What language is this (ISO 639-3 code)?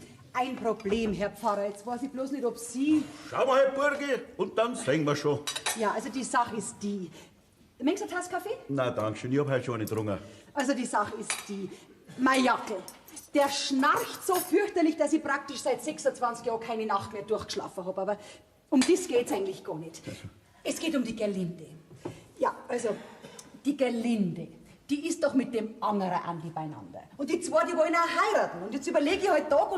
bar